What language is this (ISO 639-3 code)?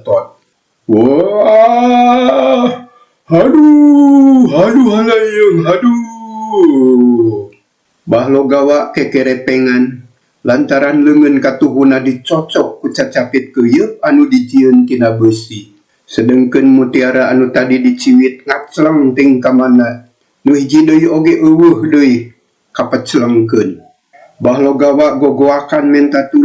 sun